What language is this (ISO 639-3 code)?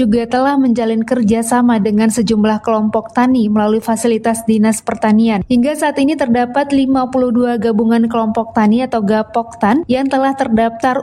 ind